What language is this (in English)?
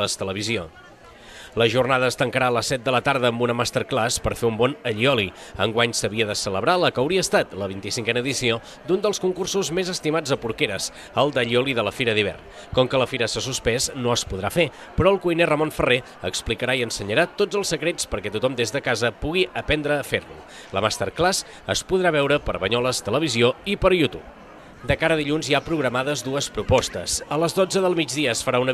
Catalan